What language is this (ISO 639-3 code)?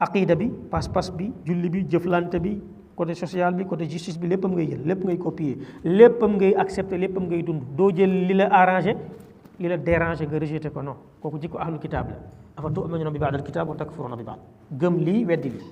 wol